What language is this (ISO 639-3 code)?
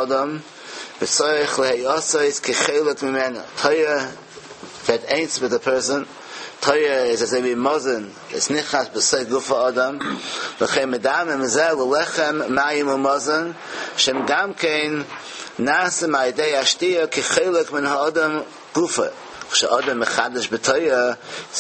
yid